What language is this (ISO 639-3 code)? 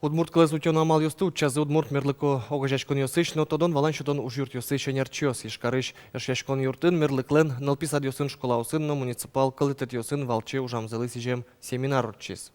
udm